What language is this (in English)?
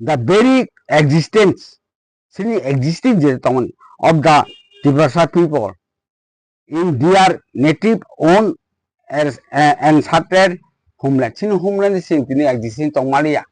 Kok Borok